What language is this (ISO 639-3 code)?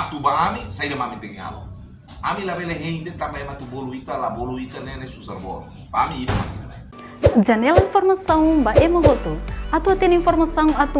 tet